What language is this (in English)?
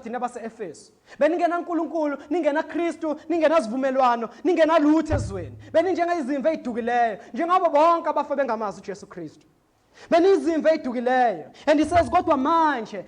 Zulu